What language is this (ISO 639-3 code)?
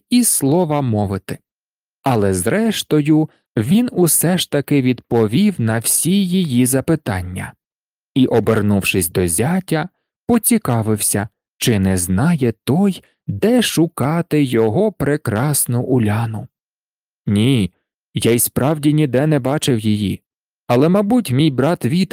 ukr